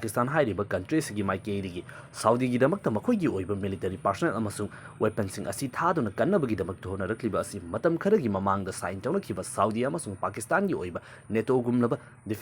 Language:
Manipuri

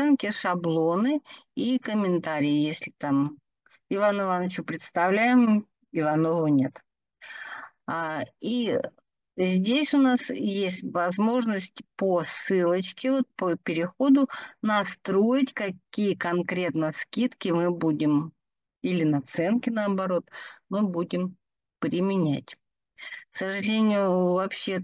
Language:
Russian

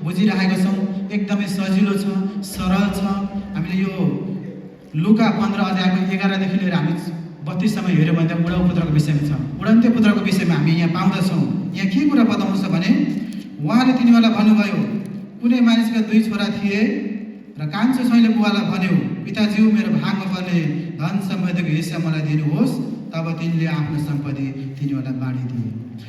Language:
Nepali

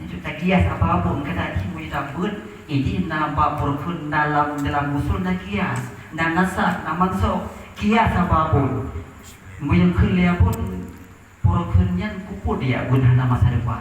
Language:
Achinese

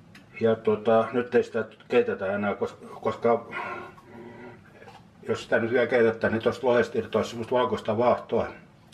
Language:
Finnish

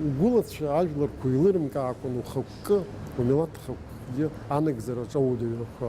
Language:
Abkhazian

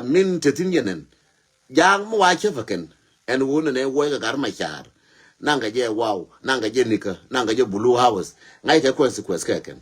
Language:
Nuer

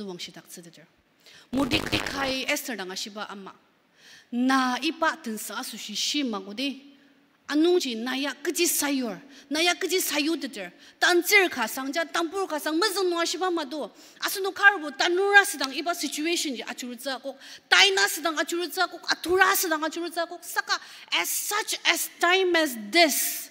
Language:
Ao Naga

